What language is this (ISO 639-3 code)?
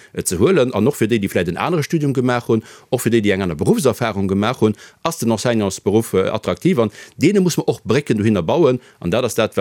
ltz